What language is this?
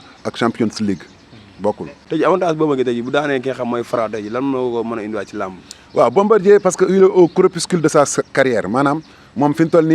Wolof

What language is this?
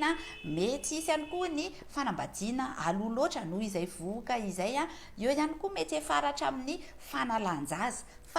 Malagasy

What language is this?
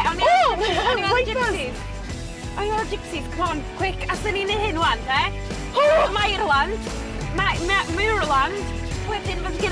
Welsh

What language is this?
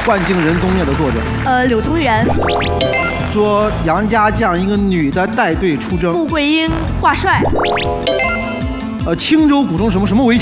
Chinese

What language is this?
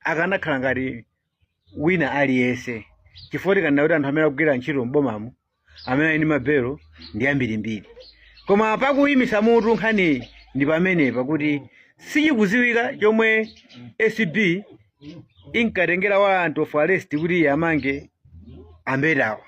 Nyanja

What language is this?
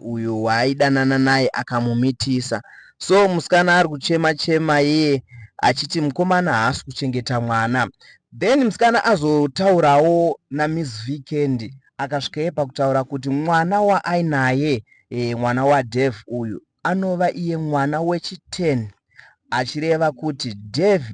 Shona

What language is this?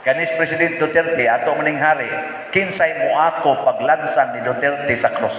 Cebuano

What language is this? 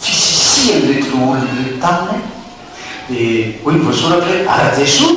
Malagasy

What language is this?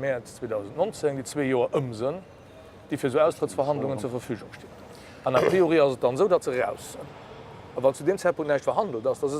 Luxembourgish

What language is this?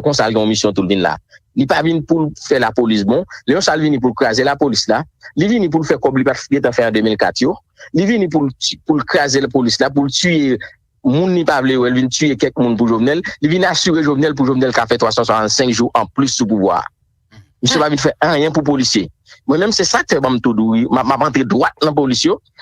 Haitian Creole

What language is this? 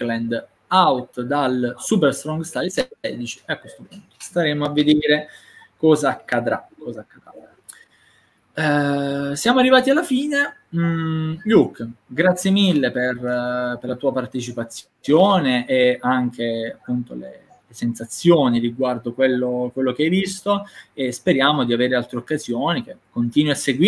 Italian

